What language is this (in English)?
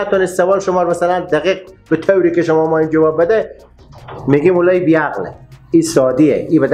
Persian